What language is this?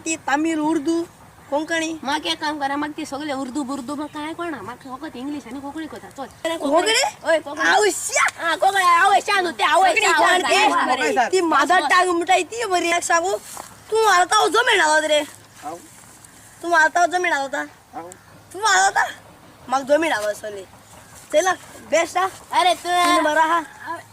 Konkani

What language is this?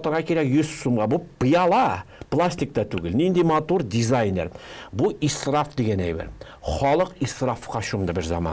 Tatar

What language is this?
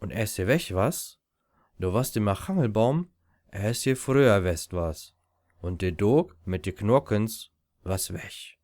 Low German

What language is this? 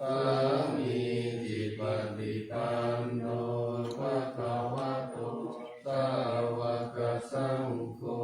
Pali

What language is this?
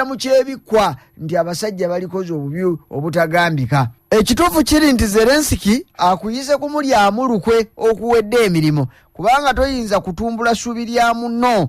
Ganda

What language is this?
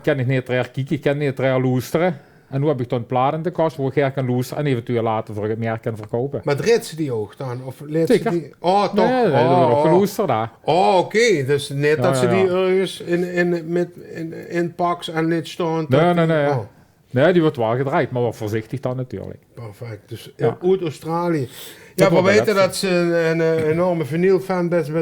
Limburgish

